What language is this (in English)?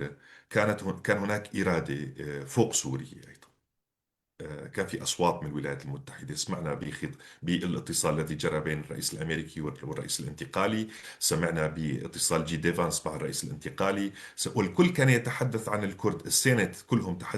North Levantine Arabic